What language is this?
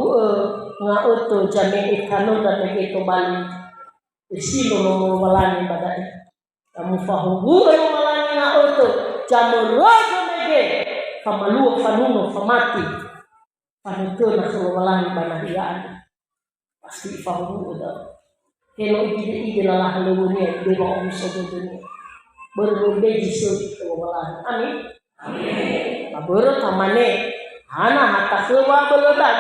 Nias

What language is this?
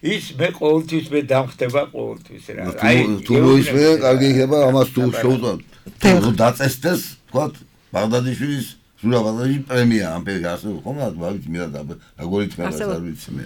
Georgian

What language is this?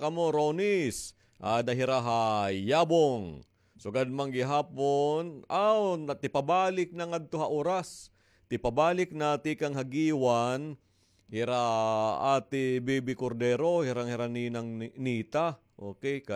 Waray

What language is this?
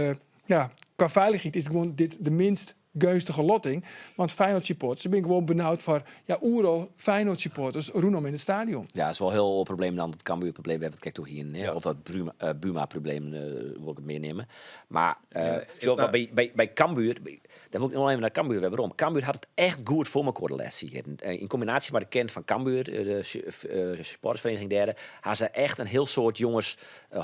Western Frisian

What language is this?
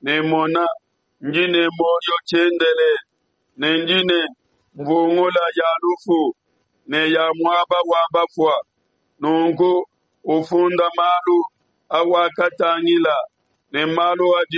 Luba-Lulua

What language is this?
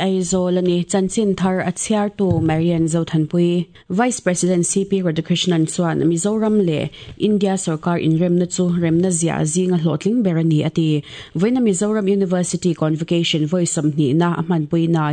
Mizo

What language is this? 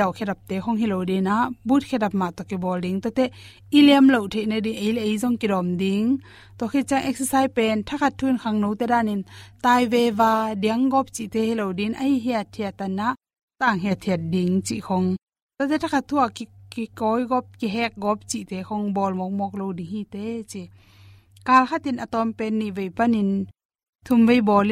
Tedim Chin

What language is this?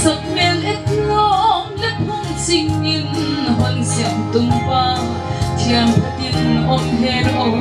Paite Chin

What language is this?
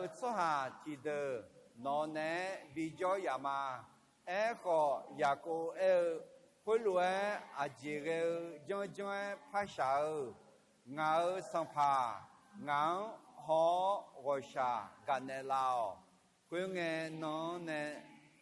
Akha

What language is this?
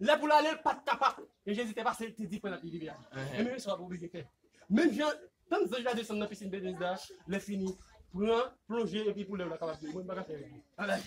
Haitian Creole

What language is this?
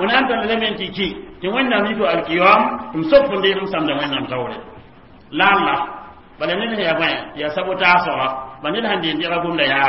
Mossi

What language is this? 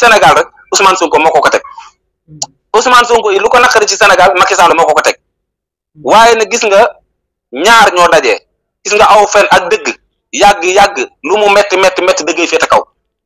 Wolof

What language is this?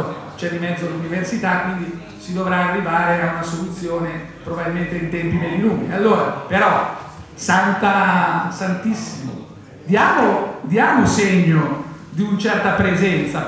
Italian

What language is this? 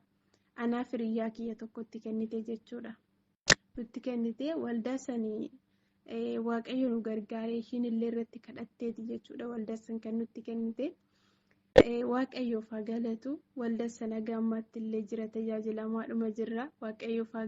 Oromo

